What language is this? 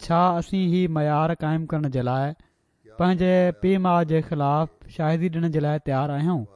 Sindhi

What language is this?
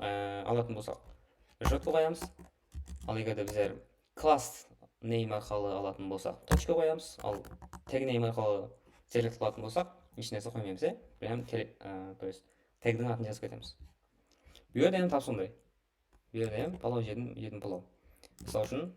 Kara-Kalpak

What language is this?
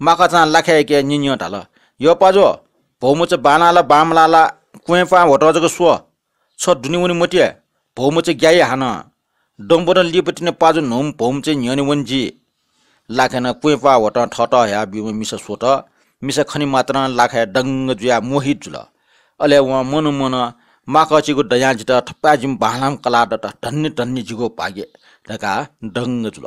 Newari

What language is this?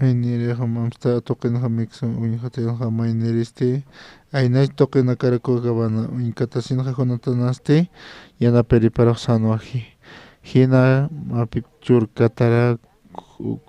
Aymara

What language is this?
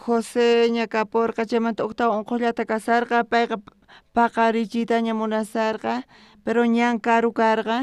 South Bolivian Quechua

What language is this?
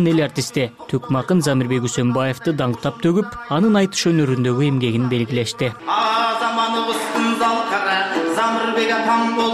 Kyrgyz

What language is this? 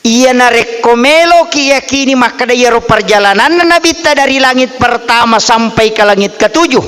Buginese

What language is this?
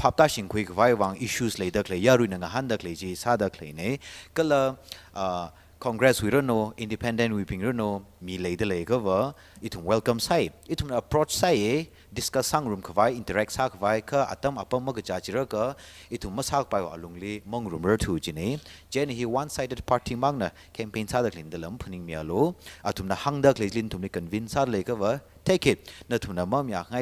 Tangkhul Naga (India)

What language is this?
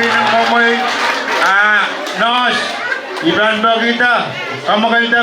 Pohnpeian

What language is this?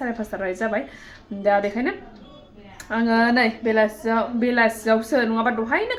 Bodo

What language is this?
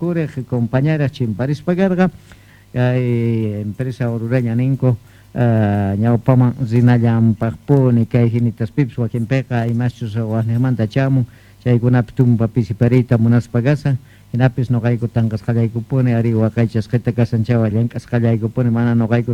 South Bolivian Quechua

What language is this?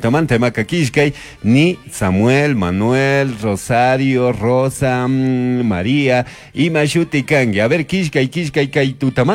Chimborazo Highland Quichua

